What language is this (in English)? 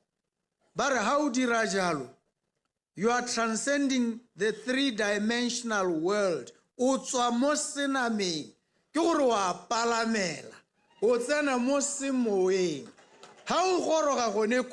Tswana